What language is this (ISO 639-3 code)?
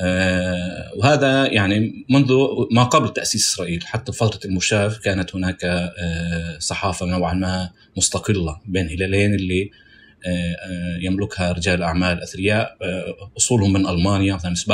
apc